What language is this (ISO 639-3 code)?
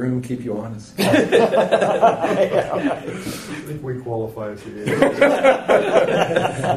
eng